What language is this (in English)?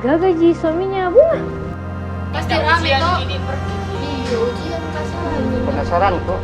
Makassar Malay